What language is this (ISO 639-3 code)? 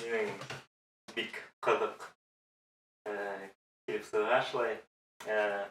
bak